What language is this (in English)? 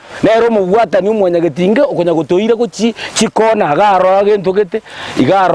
Gusii